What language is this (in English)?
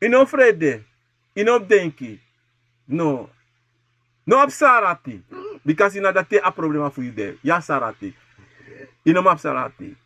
Sranan Tongo